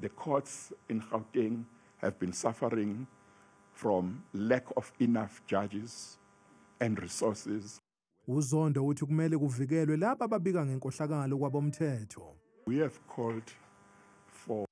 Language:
Zulu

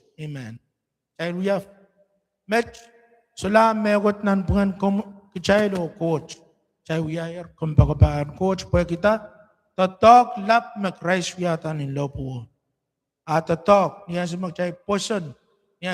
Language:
Pohnpeian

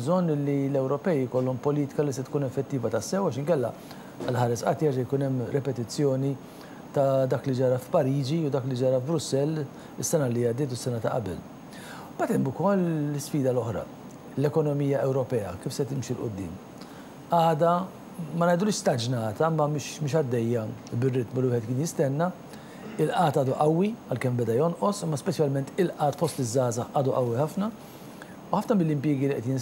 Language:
Maltese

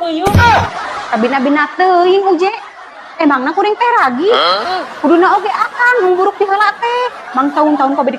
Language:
Sundanese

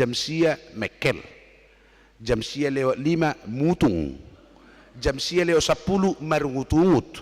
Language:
Batak Toba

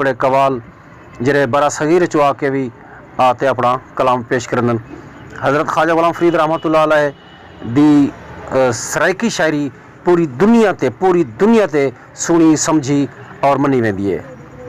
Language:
Saraiki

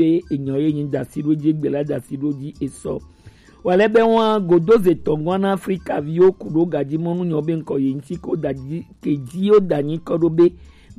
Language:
Gen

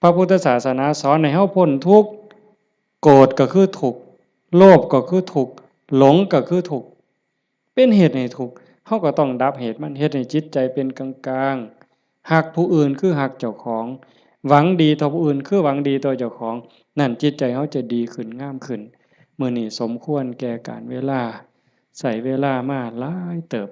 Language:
Lao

